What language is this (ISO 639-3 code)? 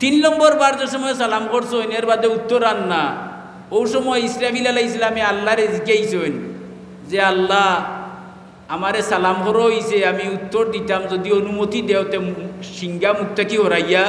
syl